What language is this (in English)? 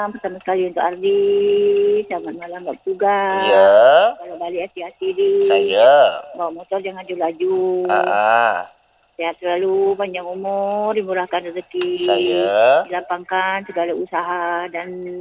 Malay